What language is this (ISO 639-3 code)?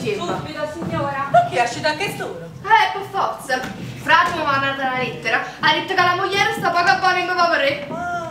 nap